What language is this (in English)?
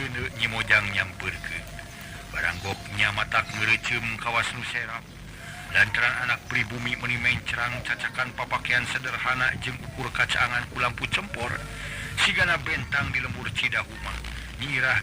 Sundanese